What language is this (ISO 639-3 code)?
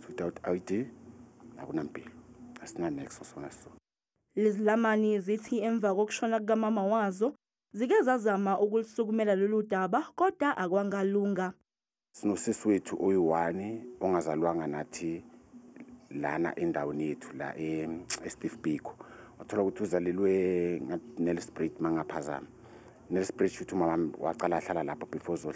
zul